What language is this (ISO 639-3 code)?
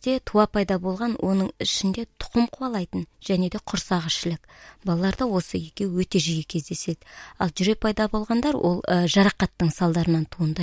kaz